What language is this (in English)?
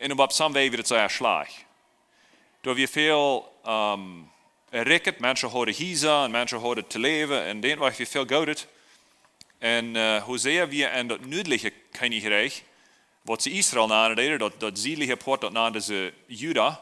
Plautdietsch